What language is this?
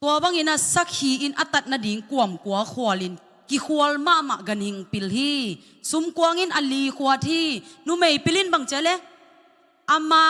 Tedim Chin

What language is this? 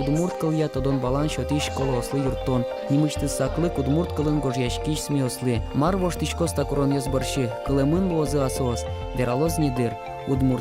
Udmurt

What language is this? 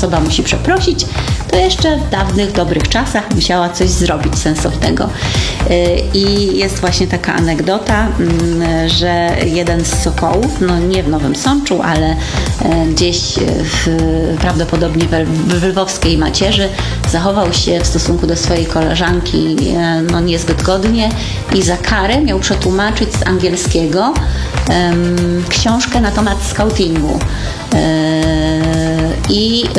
Polish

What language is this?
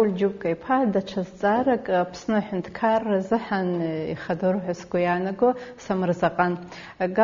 Abkhazian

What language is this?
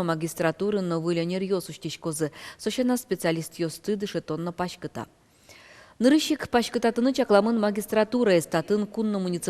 Udmurt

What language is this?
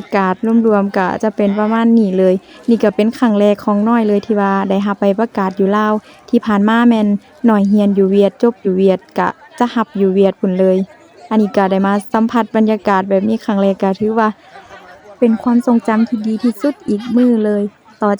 Lao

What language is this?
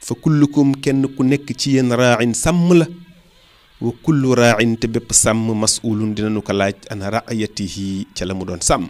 Wolof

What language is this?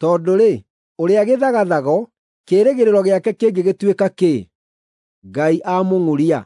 Kikuyu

